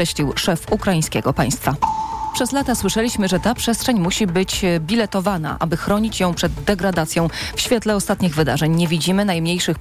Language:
Polish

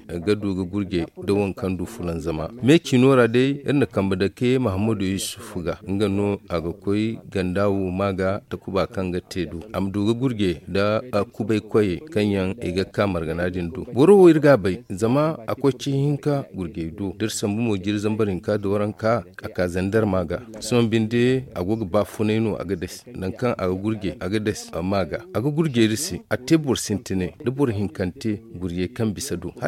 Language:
Zarma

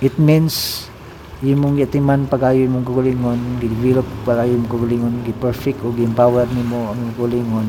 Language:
Cebuano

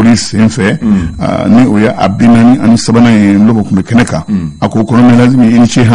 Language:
Bambara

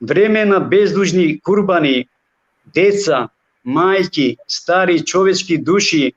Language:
Balkan Romani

